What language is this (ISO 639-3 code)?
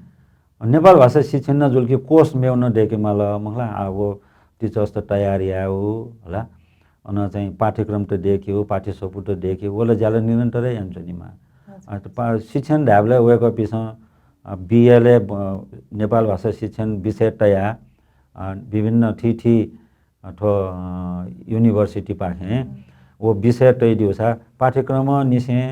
new